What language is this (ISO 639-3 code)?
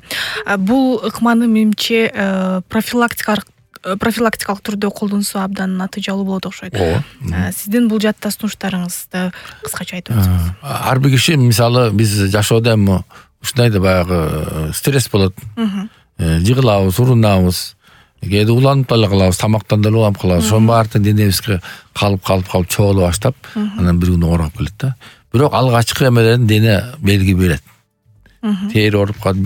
kir